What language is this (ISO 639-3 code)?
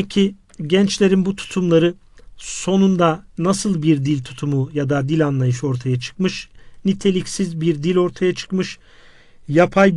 tur